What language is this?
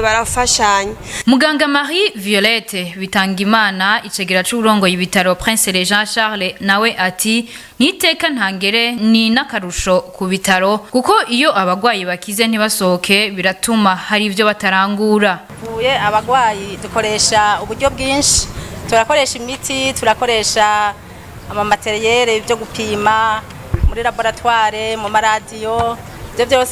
Rundi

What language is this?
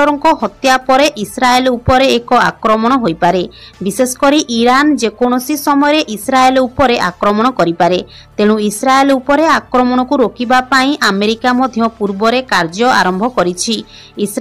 Odia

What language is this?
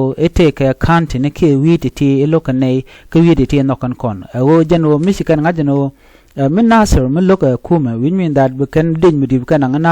Nuer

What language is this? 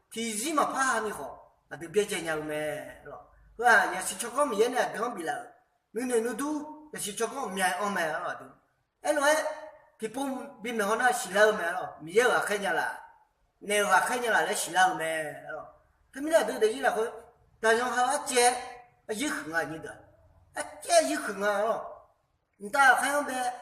Akha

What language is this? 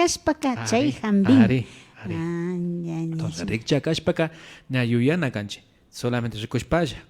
Imbabura Highland Quichua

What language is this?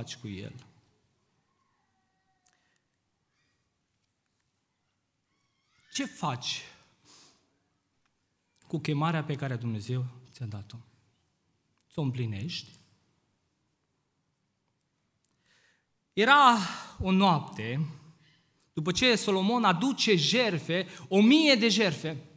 Romanian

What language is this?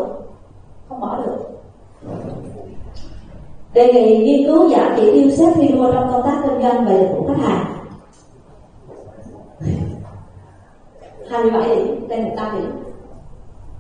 Vietnamese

